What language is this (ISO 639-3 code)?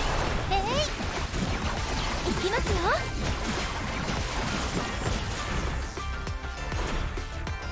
jpn